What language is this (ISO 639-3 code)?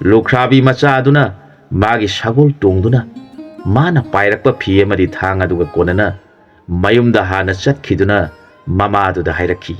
mni